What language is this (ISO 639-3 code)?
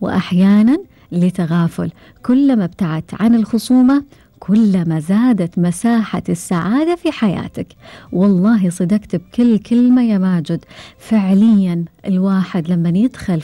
afb